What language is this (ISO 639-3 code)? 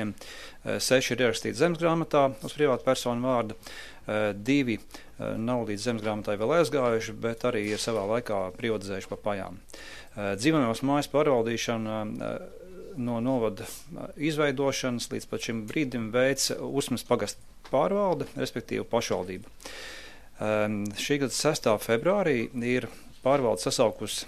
lav